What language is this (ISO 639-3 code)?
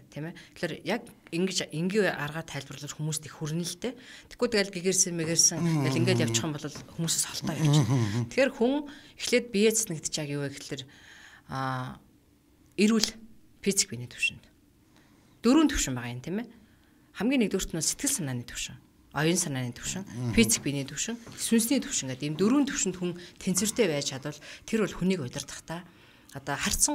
mon